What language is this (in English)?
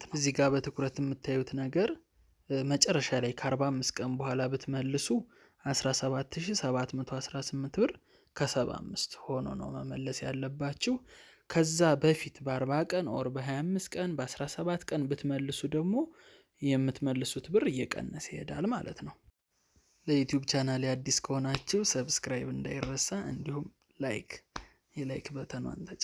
Amharic